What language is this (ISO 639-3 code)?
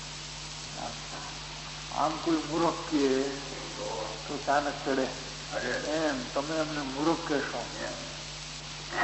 guj